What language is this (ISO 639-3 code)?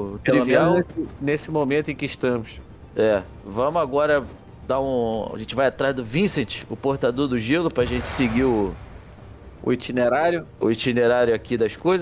por